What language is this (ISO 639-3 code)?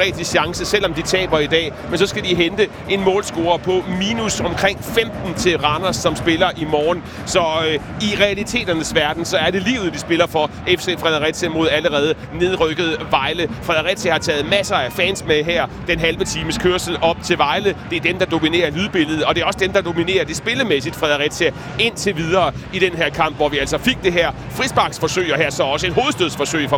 dan